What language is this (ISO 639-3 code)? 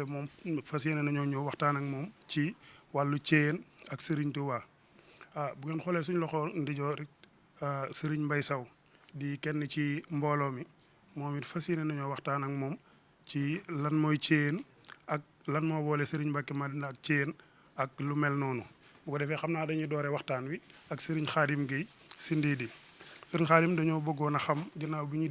wol